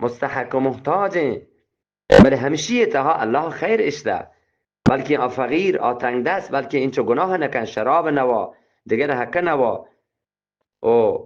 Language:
Eastern Balochi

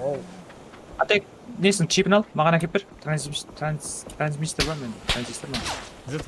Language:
Kara-Kalpak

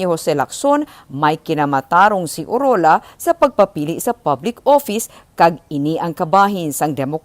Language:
Hiligaynon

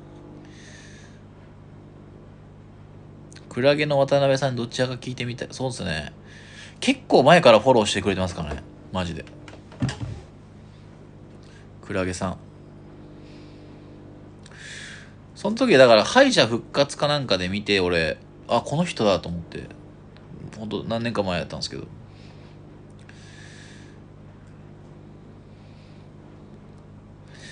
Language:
Japanese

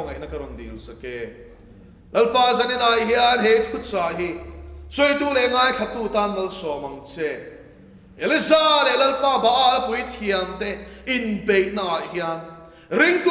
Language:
Mizo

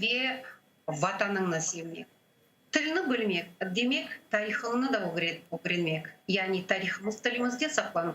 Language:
Crimean Tatar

